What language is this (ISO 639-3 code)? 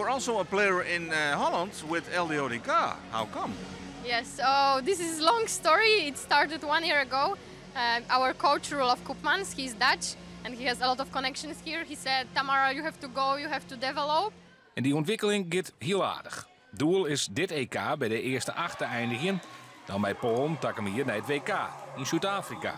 fry